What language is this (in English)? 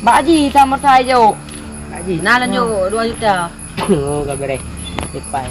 Achinese